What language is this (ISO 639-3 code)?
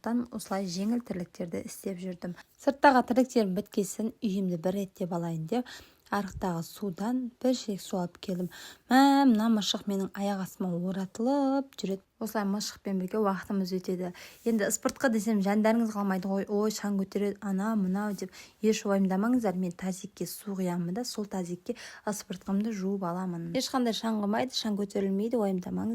kaz